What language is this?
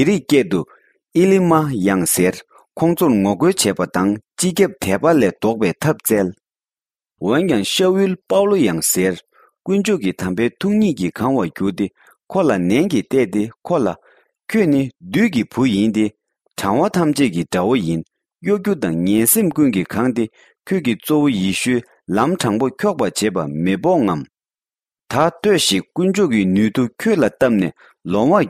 Tibetan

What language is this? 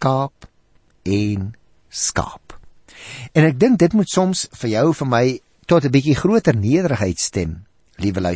Afrikaans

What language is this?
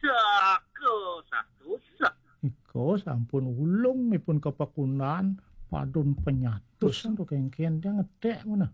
Balinese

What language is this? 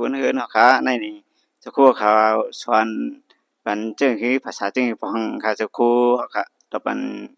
Shan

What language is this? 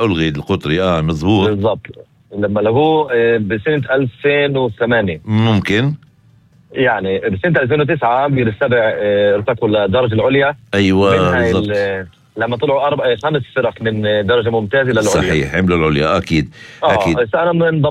North Levantine Arabic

